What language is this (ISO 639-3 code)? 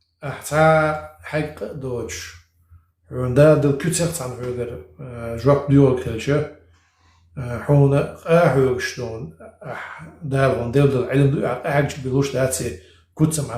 che